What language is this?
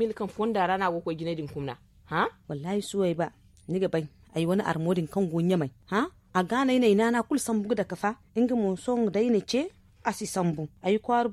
Zarma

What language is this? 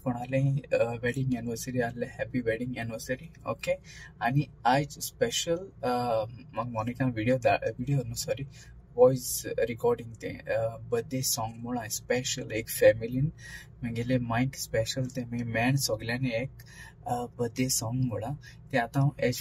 Konkani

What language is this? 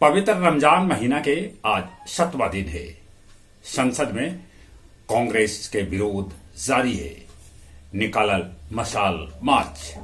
Magahi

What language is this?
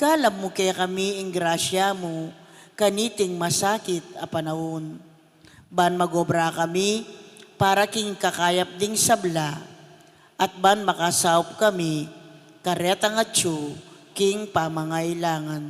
Pampanga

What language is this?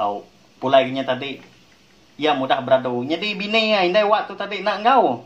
Iban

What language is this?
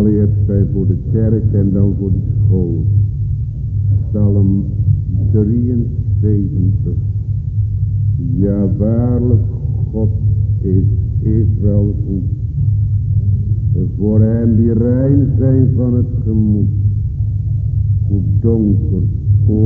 Dutch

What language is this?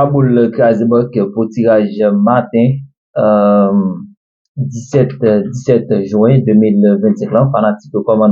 Haitian Creole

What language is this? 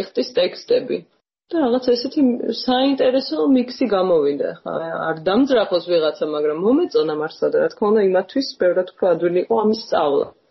Georgian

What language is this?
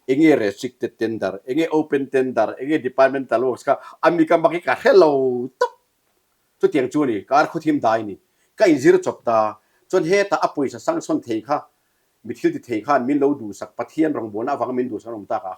Mizo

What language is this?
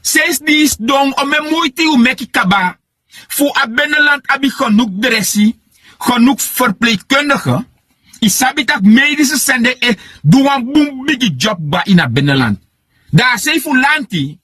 Sranan Tongo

